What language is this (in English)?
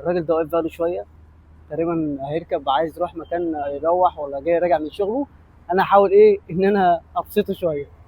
Egyptian Arabic